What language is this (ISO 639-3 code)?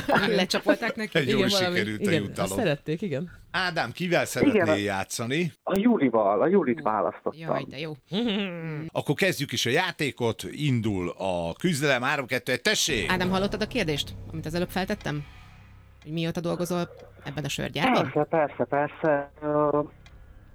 hun